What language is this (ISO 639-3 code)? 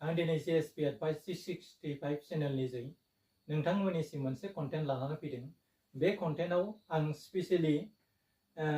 brx